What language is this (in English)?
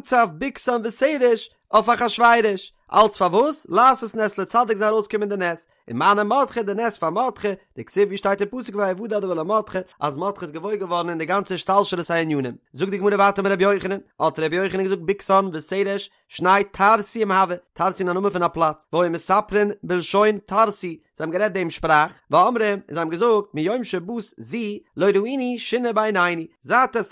Yiddish